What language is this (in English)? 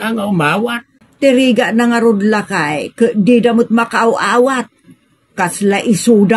Iloko